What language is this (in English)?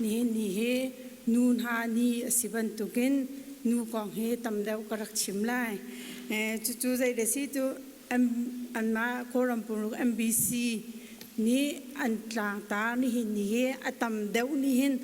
Hakha Chin